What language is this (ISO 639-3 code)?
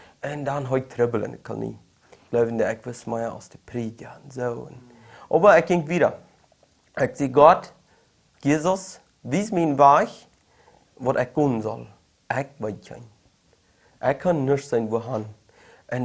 pdt